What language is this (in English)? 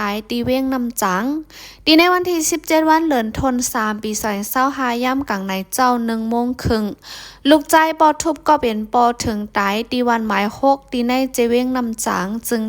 Shan